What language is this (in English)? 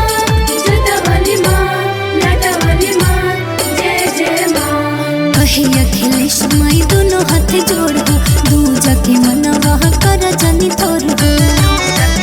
Bhojpuri